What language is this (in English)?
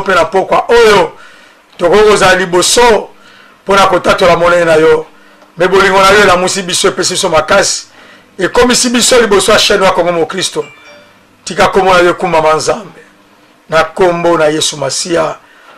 Lingala